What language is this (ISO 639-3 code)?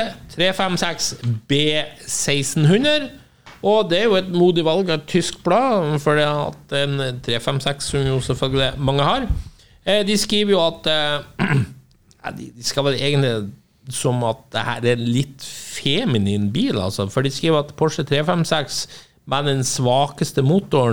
nor